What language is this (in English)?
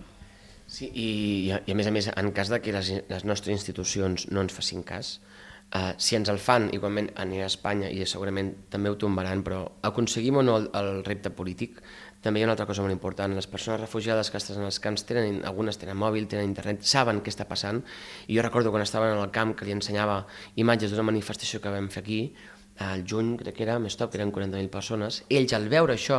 Catalan